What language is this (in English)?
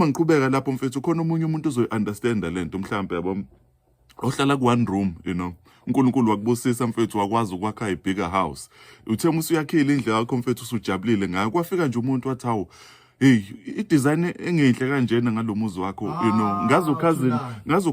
Zulu